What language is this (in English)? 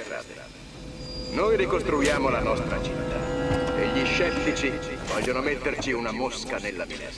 Italian